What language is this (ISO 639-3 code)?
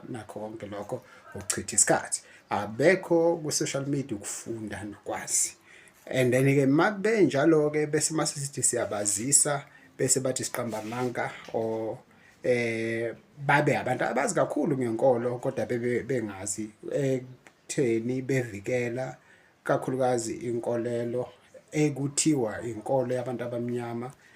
zul